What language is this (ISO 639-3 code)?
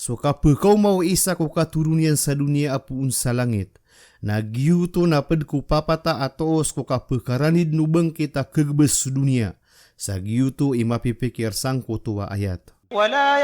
mrw